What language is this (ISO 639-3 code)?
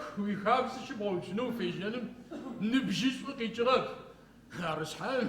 ady